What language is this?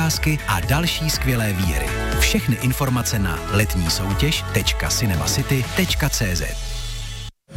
Czech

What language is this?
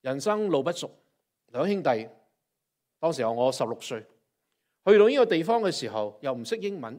Cantonese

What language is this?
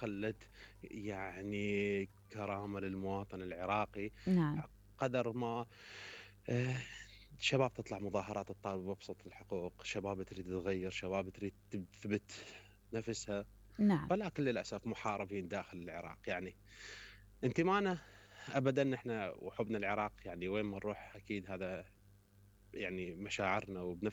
Mesopotamian Arabic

